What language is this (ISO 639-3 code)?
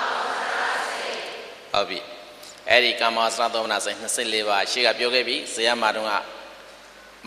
mya